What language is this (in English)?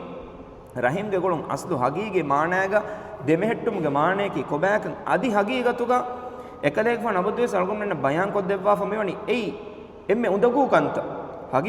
Divehi